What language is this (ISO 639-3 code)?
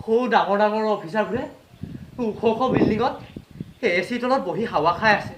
asm